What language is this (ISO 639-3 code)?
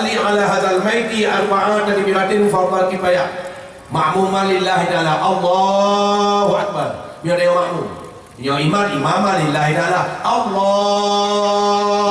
ace